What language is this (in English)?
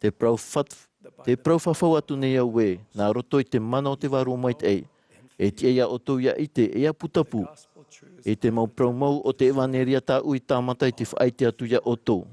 Tahitian